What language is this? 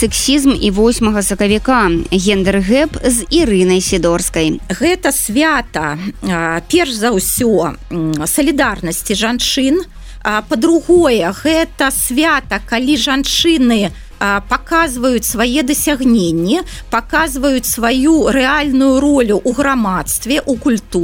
Belarusian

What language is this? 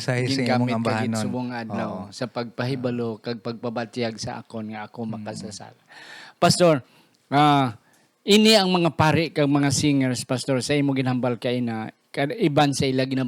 Hiligaynon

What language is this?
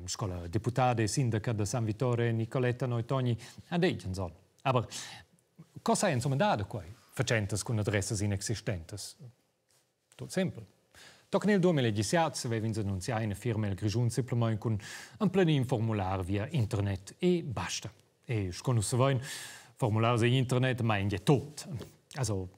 Romansh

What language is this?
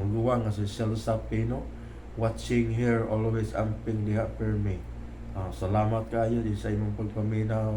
Cebuano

